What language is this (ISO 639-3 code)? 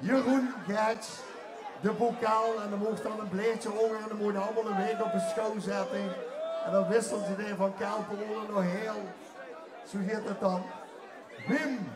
lim